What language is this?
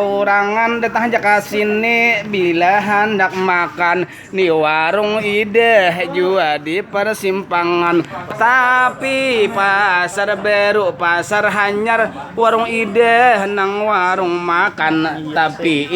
Banjar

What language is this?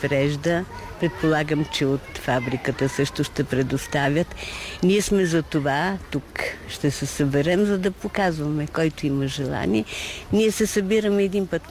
Bulgarian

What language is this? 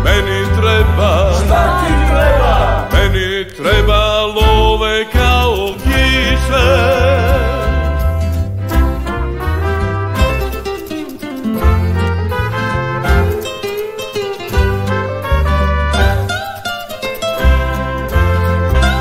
Serbian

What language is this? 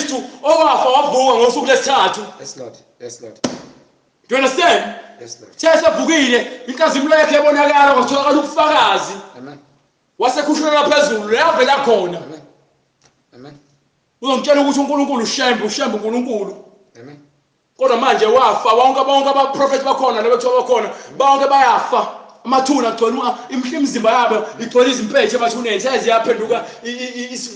Zulu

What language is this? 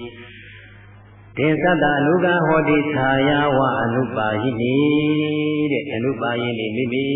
Burmese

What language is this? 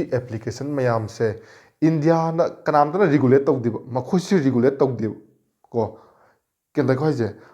Manipuri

